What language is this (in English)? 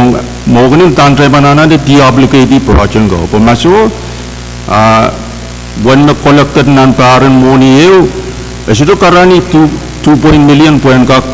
Pohnpeian